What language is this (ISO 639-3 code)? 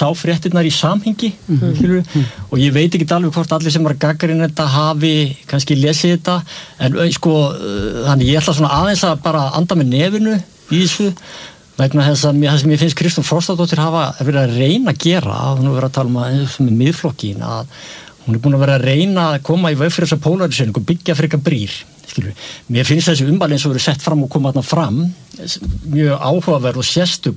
isl